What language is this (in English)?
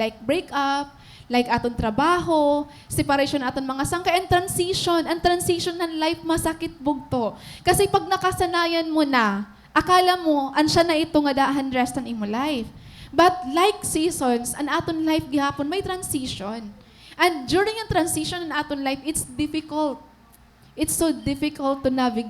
Waray